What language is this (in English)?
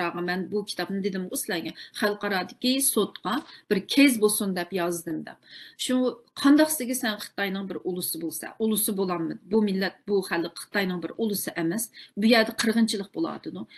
Uyghur